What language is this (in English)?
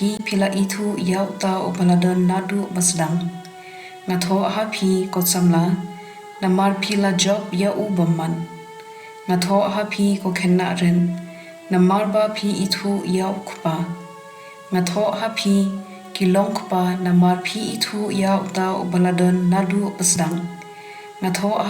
Khasi